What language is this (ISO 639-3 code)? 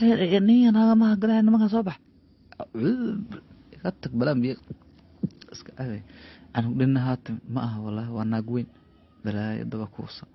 som